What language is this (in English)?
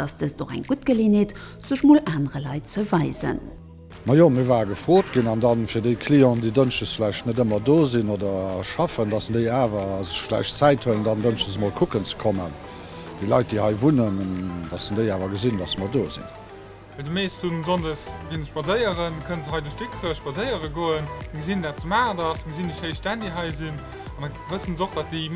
Luxembourgish